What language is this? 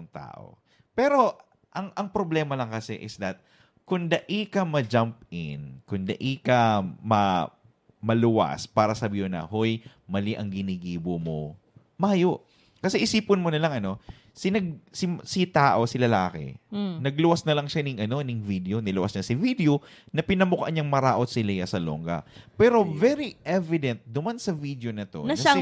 Bikol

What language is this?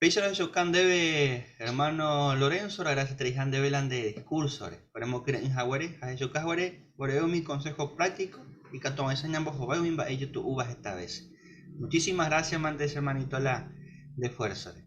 Guarani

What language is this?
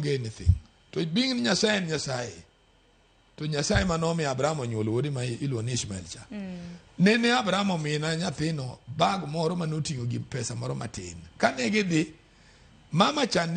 Luo (Kenya and Tanzania)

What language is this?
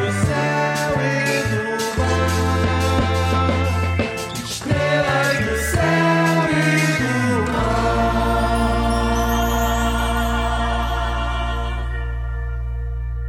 English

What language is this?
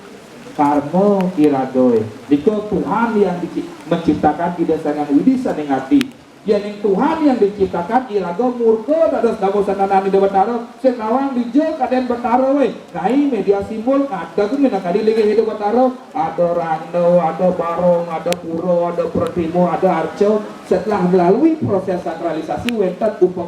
Balinese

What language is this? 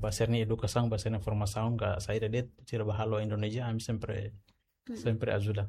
Tetum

